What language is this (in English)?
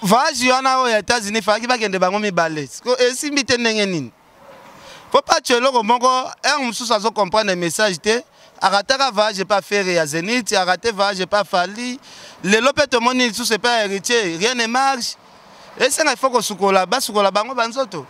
Lingala